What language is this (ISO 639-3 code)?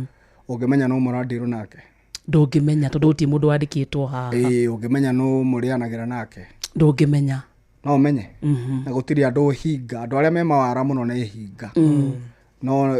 kik